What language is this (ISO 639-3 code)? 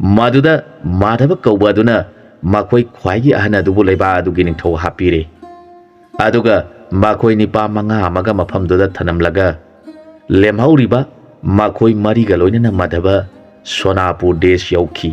mni